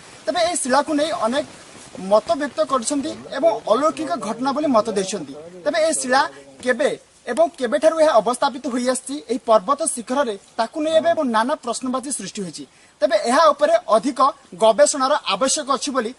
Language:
Odia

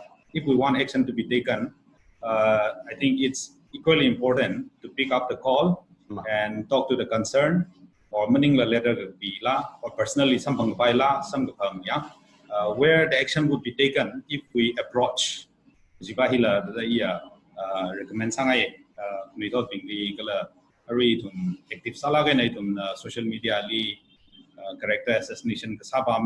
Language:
Tangkhul Naga (India)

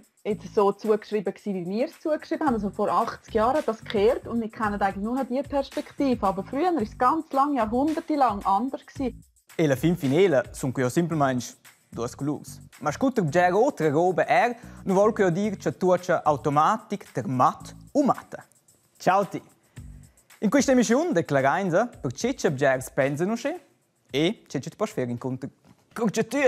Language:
Romansh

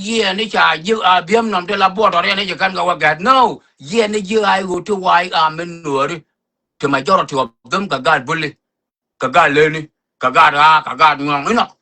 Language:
Nuer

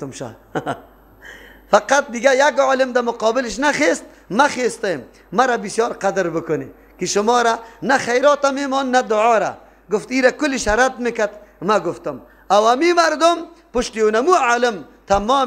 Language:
Persian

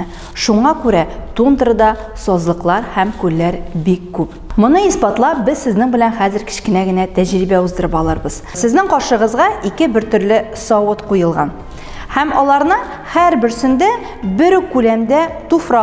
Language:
Tatar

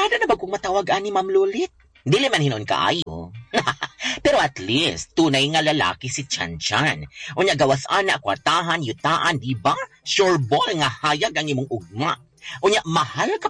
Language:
Cebuano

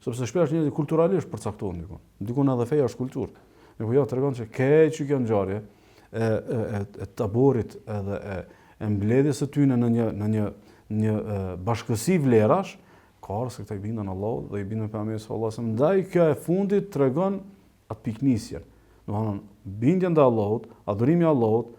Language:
Albanian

